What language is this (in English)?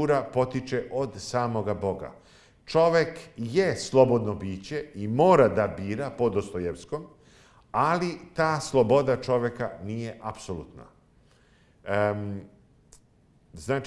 Serbian